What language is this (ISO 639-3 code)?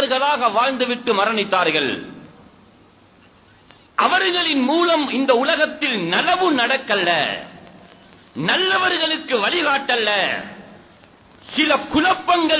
tam